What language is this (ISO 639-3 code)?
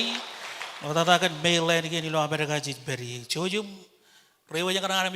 mah